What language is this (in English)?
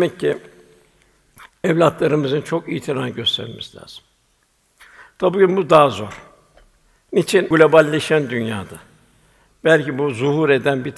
Turkish